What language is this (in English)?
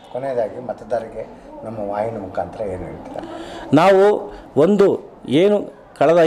Kannada